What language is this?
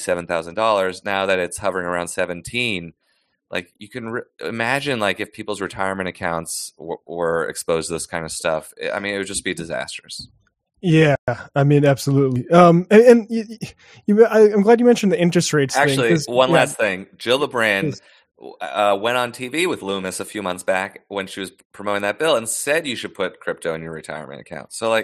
English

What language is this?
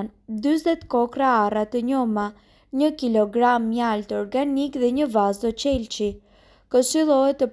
Albanian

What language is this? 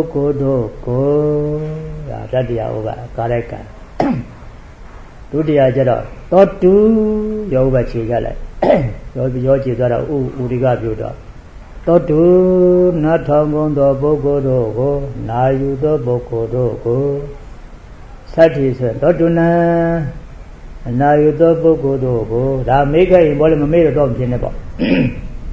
Burmese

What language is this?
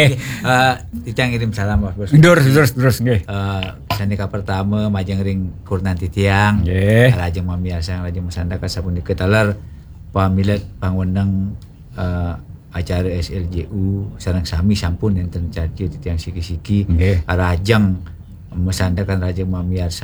Balinese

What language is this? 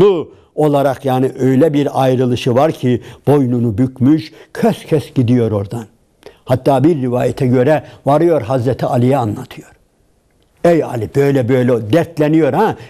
Turkish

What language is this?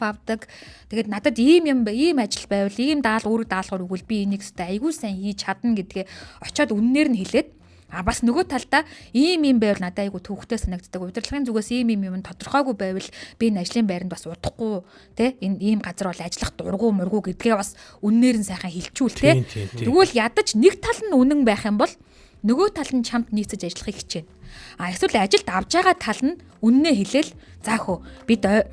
Mongolian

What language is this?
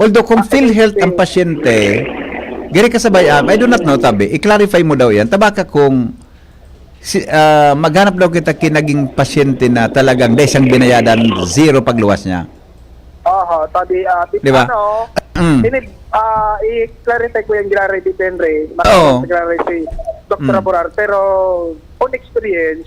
Bikol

